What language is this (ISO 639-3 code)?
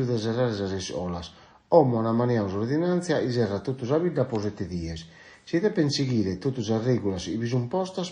srd